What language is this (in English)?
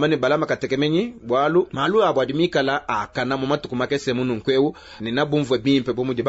Luba-Lulua